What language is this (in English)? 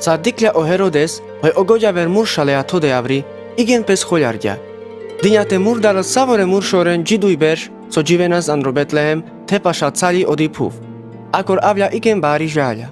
Carpathian Romani